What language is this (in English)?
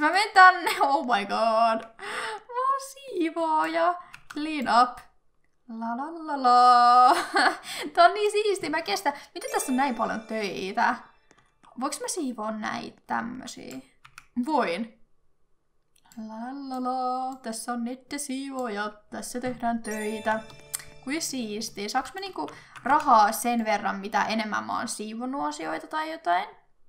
Finnish